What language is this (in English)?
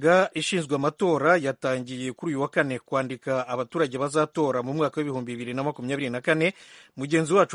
Kinyarwanda